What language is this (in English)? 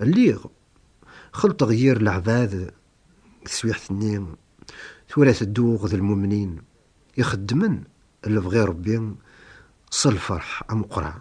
Kabyle